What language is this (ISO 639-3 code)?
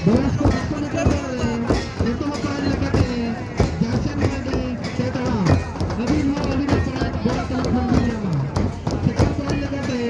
sat